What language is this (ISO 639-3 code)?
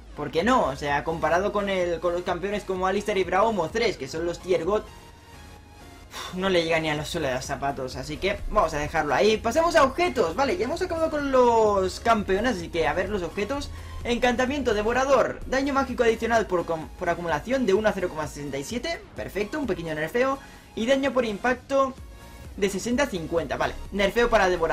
spa